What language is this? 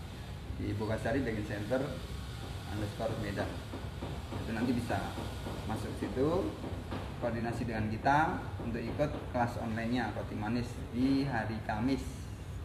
Indonesian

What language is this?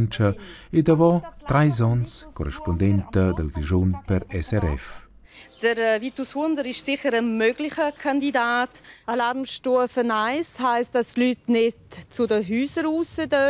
Romansh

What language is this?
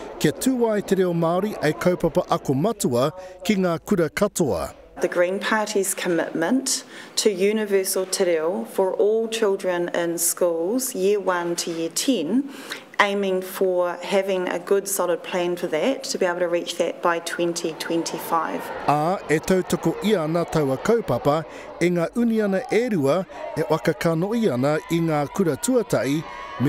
Māori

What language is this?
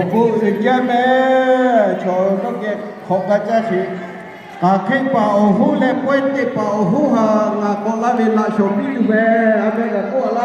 Lahu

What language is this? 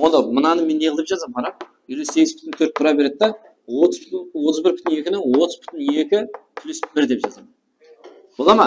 Kara-Kalpak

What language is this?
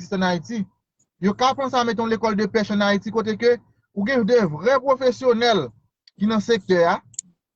Haitian Creole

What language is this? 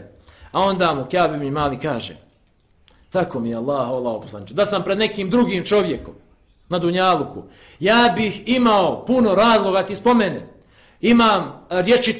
Bosnian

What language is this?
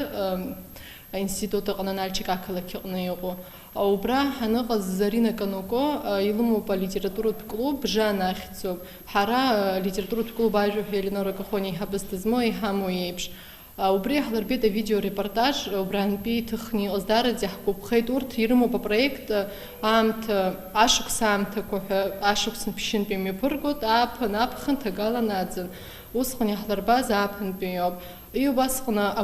Abkhazian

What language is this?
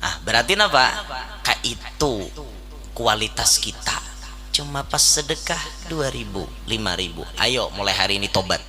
Banjar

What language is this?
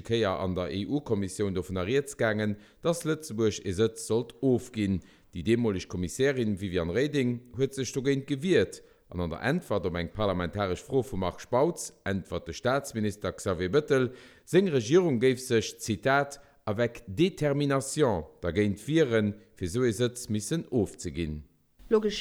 Luxembourgish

